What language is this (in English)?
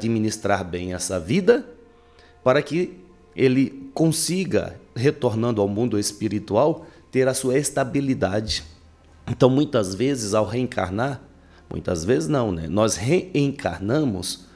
Portuguese